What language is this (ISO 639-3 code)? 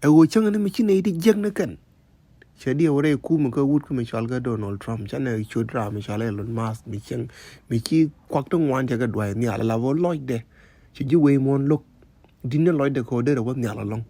nus